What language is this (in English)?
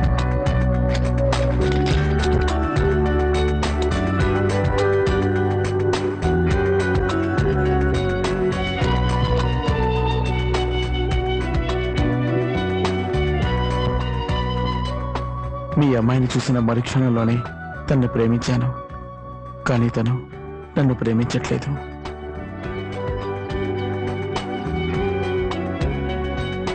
Telugu